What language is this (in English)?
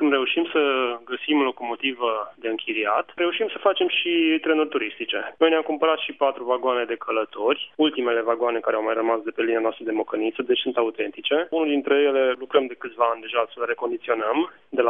Romanian